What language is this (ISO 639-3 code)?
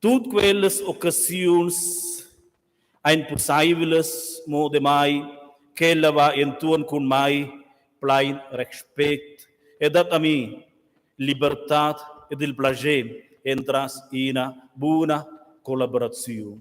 roh